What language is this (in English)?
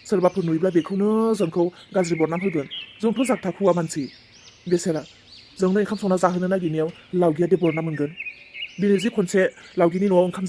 Bodo